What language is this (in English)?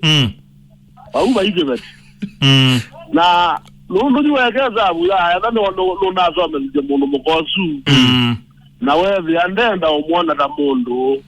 Kamba